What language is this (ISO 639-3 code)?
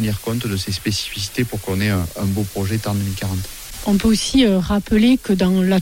fra